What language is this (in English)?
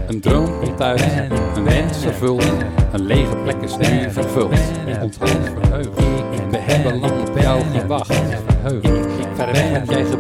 Dutch